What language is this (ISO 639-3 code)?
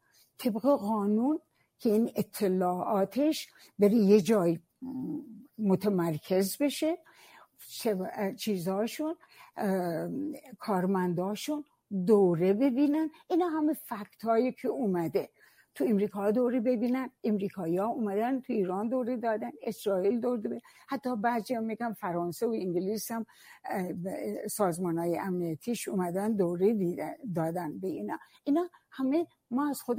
fas